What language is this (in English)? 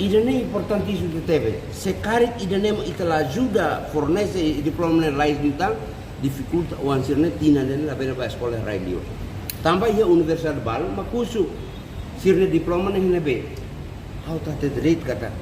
Tetum